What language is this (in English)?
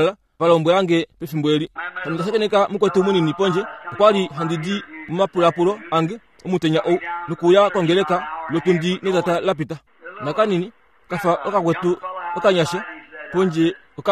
Kuanyama